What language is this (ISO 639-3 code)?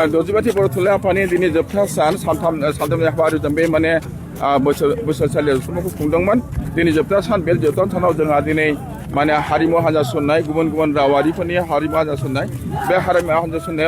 brx